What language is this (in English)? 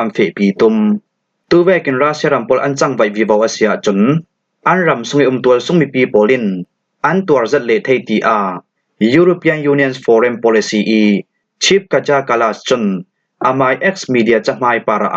Falam Chin